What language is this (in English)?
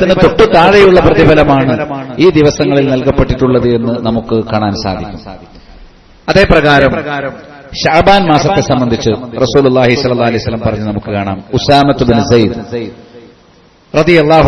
Malayalam